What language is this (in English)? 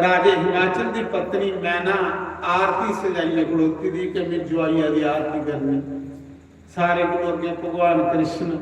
Dogri